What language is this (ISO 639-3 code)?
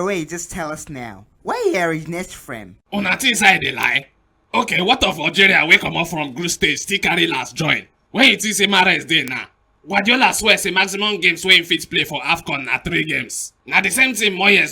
pcm